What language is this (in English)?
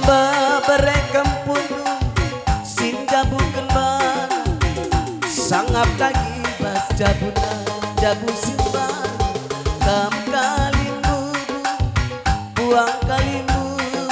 Batak Karo